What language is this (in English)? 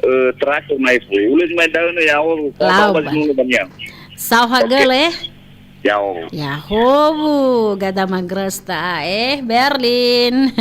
Nias